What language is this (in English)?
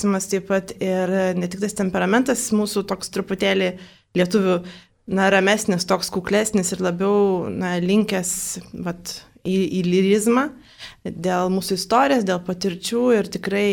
Lithuanian